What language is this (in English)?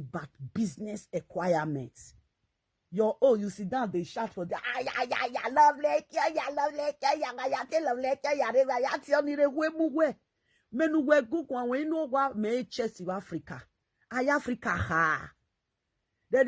Nigerian Pidgin